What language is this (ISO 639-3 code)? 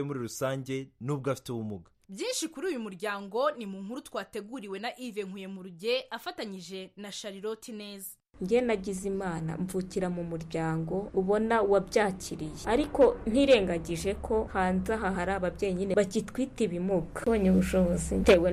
kin